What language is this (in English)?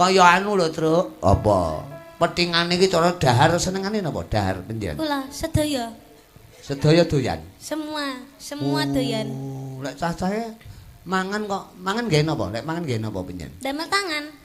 Javanese